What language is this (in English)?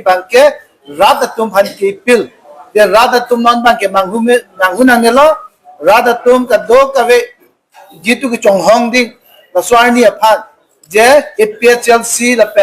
Karbi